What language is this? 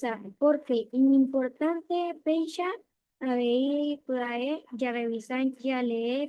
Guarani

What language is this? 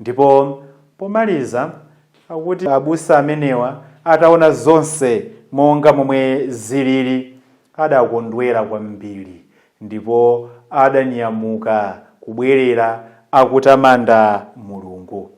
Nyanja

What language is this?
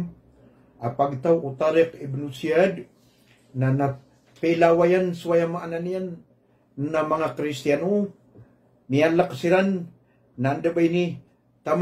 Maranao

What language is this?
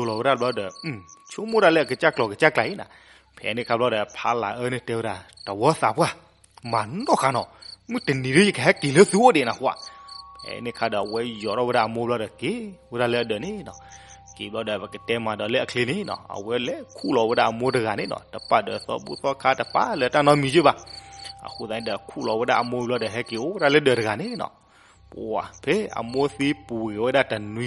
S'gaw Karen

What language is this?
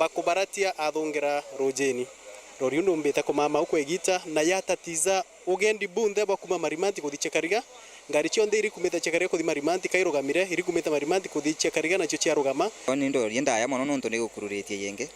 Meru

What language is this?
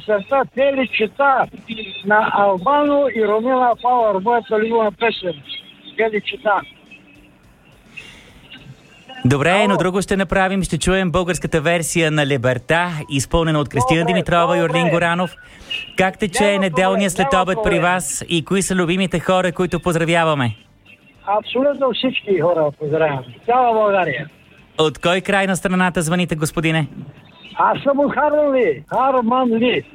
Bulgarian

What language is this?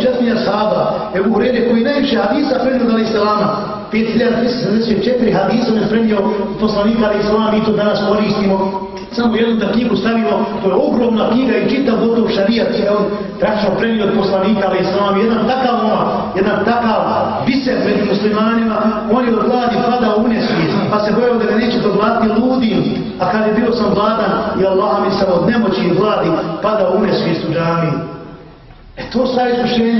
Bosnian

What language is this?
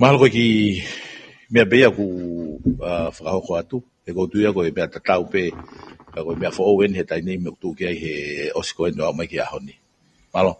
Tongan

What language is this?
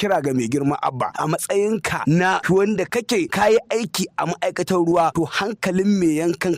Hausa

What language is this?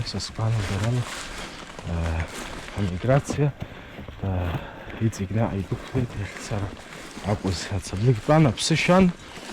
Abkhazian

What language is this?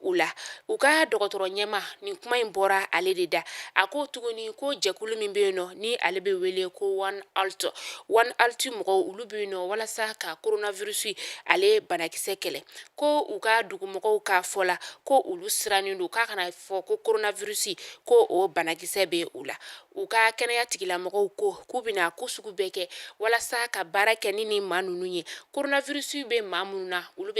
Bambara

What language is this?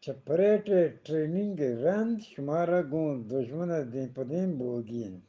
Eastern Balochi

